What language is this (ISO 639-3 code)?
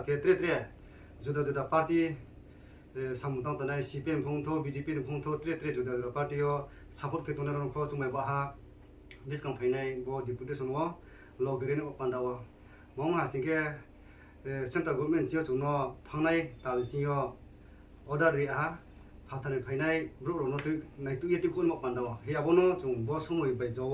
ria